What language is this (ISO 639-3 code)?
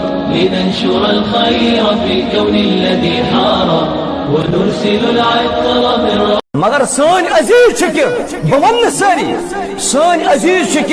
kas